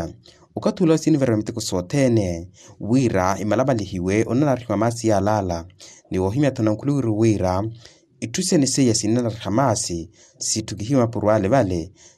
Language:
Makhuwa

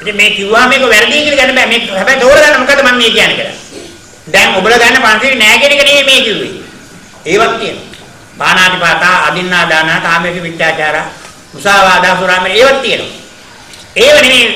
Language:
Sinhala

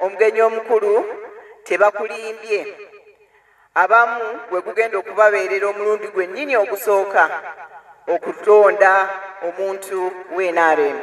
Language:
Ganda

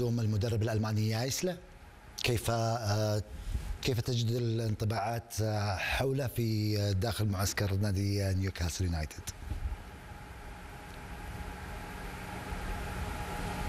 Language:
Arabic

